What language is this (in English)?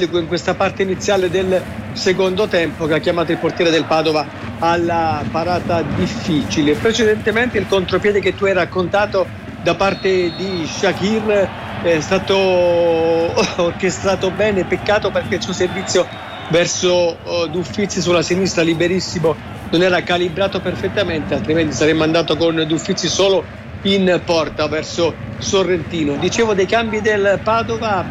Italian